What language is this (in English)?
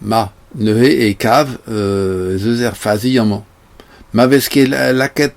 Breton